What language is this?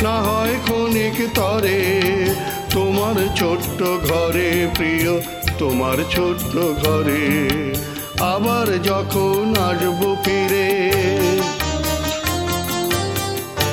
Bangla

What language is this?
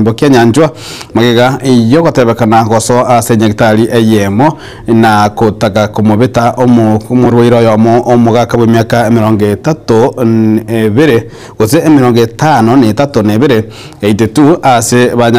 Gusii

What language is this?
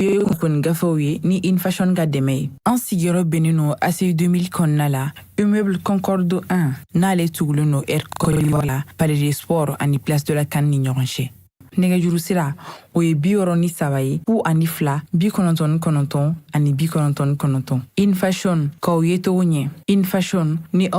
Bambara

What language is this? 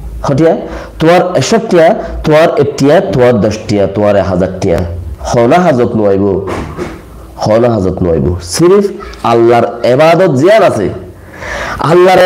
Rohingya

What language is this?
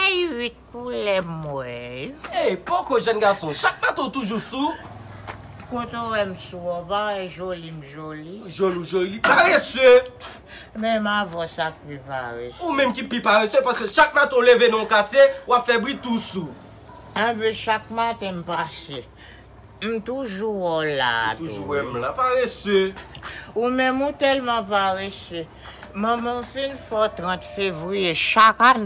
Haitian Creole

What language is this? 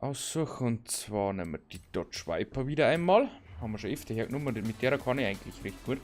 Bavarian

